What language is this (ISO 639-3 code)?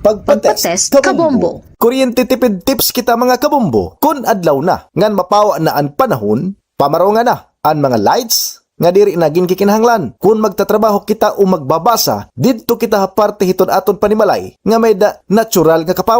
war